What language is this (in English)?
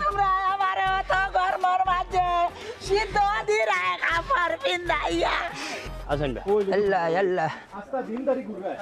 Sylheti